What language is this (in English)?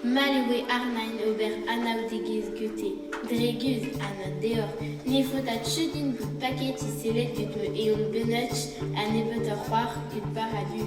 Breton